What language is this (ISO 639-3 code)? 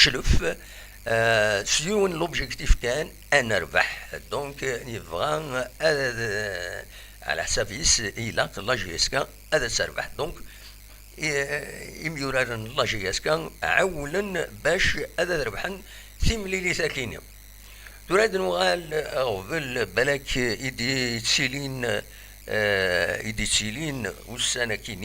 kab